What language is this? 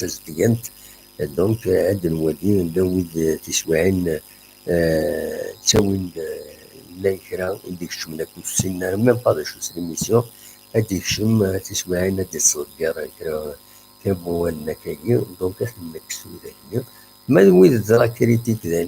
Kabyle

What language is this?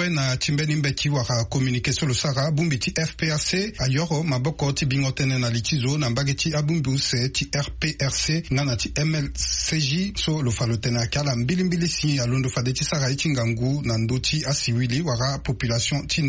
Sango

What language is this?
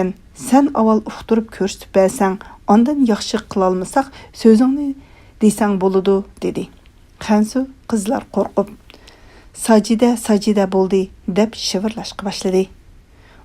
Uyghur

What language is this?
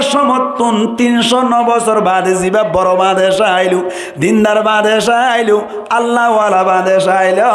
Rohingya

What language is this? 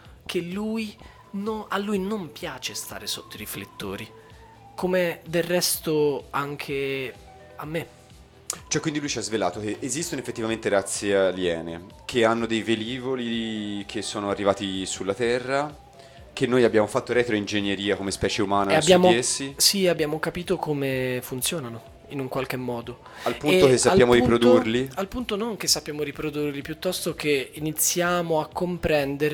Italian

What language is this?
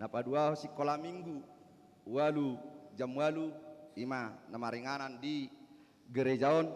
Batak Toba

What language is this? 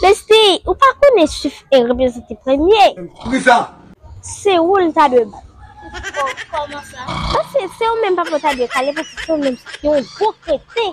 Haitian Creole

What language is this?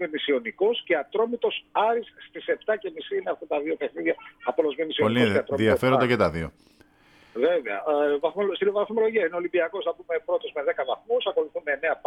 Greek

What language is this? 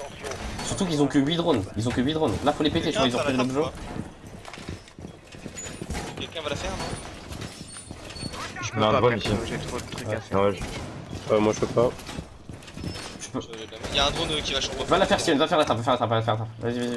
French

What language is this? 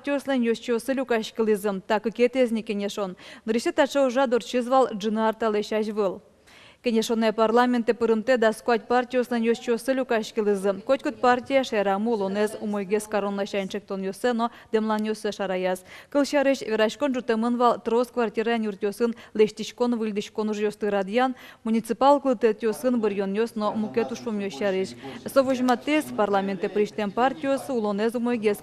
Udmurt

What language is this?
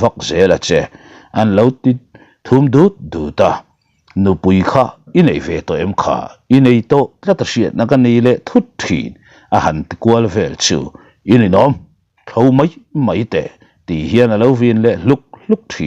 Mizo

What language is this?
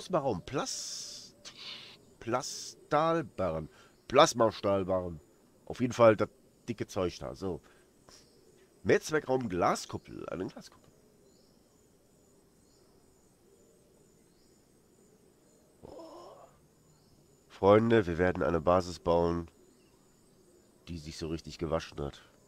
German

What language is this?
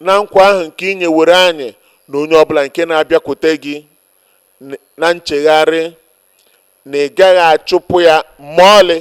Igbo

